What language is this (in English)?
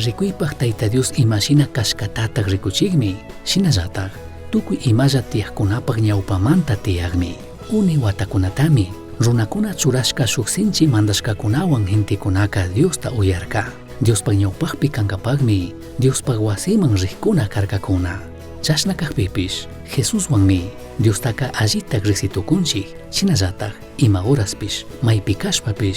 Chimborazo Highland Quichua